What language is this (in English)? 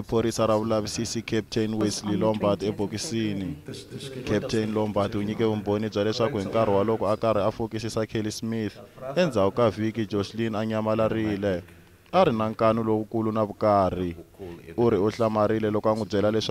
Tsonga